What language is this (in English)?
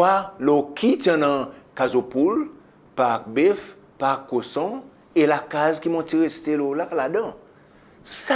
Seselwa Creole French